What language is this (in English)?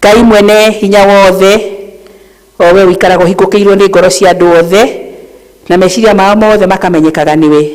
Kikuyu